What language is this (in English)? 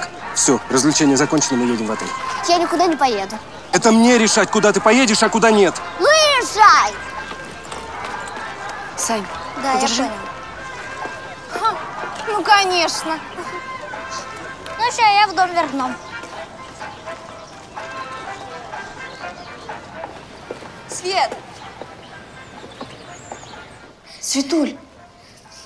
Russian